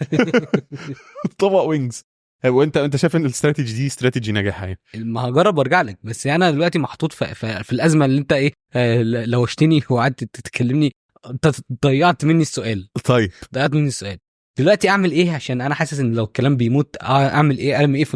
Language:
Egyptian Arabic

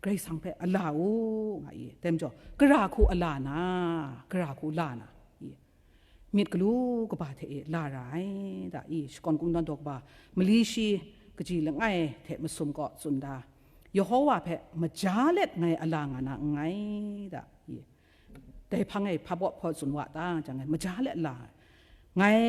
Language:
Kachin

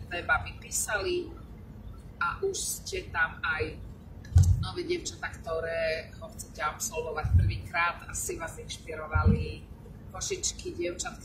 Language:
Slovak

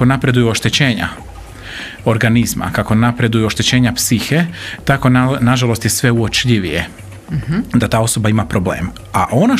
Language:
Croatian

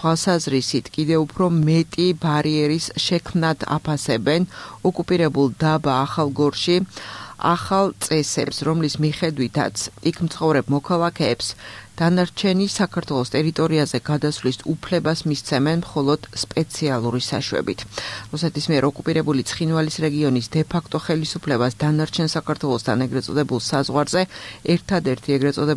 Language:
Georgian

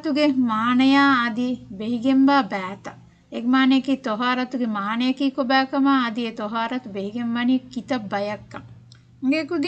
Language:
Divehi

